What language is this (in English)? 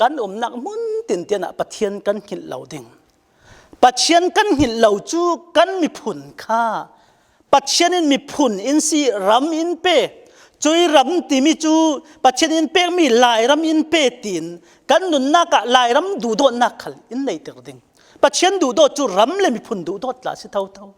Falam Chin